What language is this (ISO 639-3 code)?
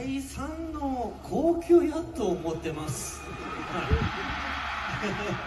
jpn